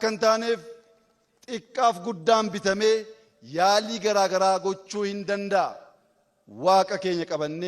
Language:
Oromo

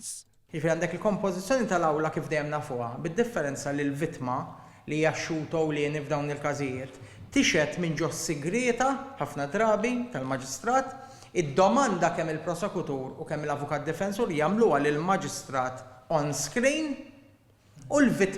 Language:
Maltese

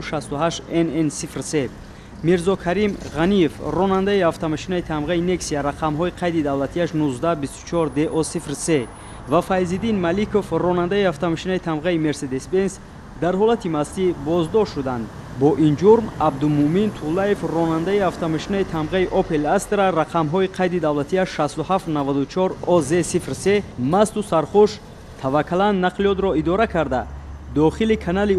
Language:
Tajik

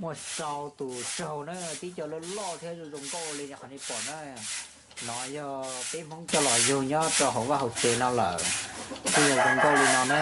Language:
Hmong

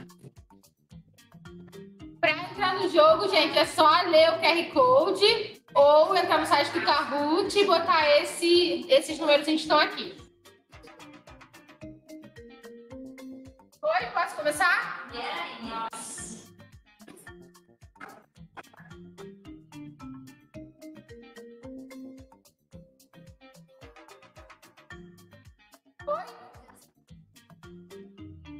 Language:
Portuguese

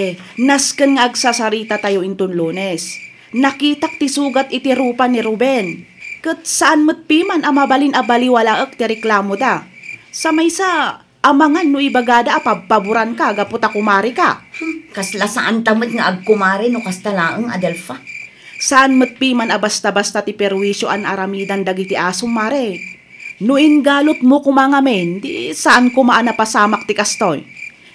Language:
Iloko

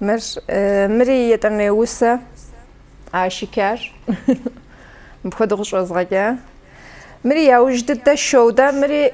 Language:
Kabardian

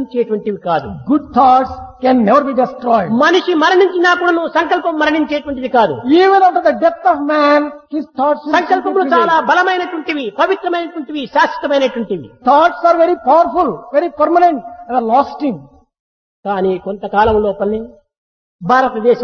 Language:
Telugu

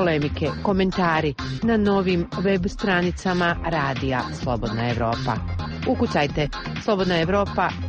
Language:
Bosnian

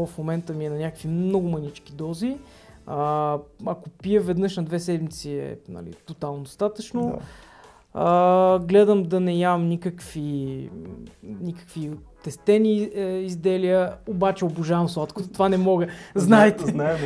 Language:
Bulgarian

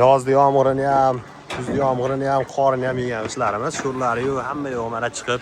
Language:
Uzbek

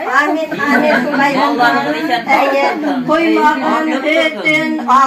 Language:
Bashkir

